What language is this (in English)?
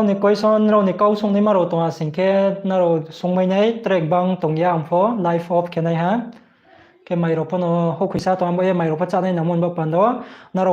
Riang (India)